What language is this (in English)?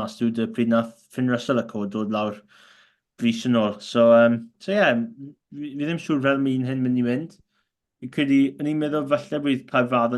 Welsh